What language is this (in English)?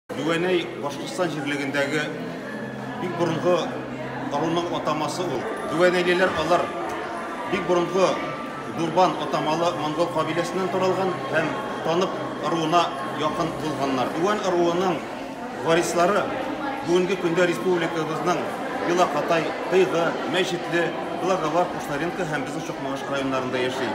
Bashkir